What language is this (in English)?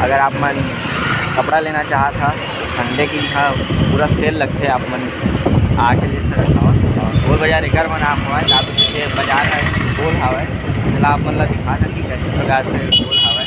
Chhattisgarhi